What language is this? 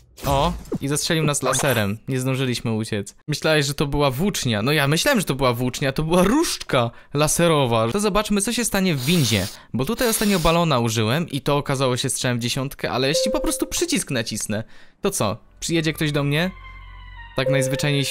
Polish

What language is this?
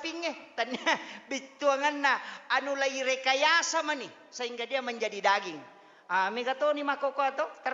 Buginese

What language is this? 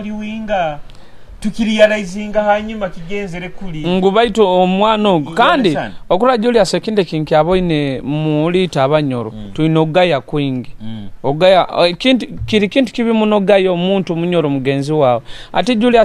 Nyoro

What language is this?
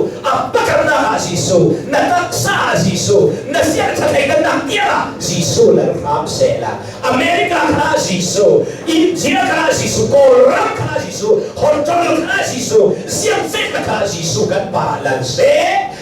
Hakha Chin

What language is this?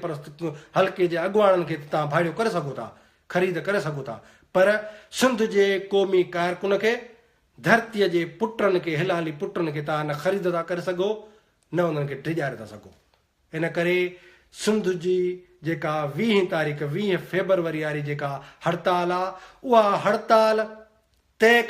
Sindhi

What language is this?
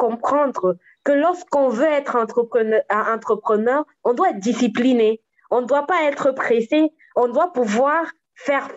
French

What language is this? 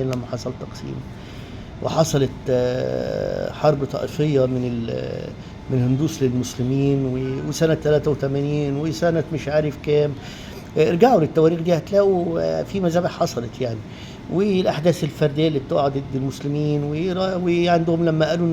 Egyptian Arabic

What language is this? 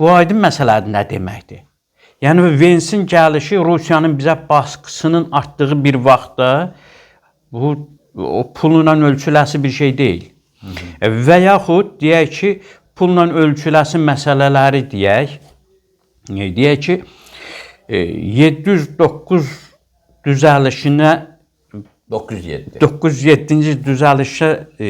Azerbaijani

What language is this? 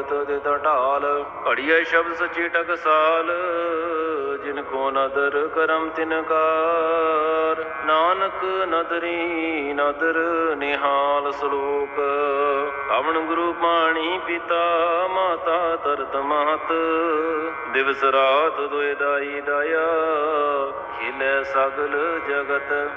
Punjabi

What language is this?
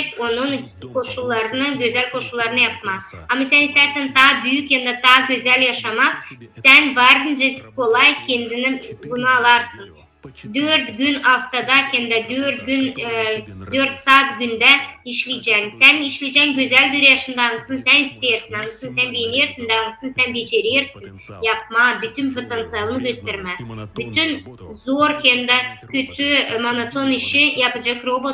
Gagauz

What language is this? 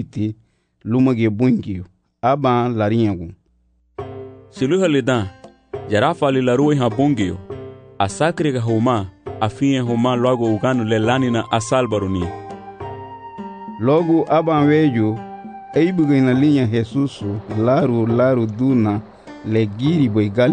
Garifuna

